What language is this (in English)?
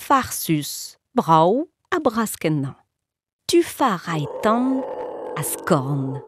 Breton